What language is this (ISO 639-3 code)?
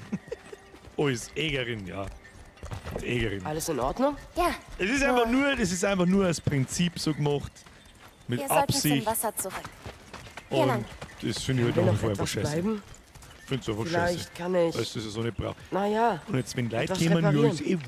bar